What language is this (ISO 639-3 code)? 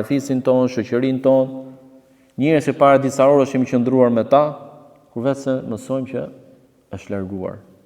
sqi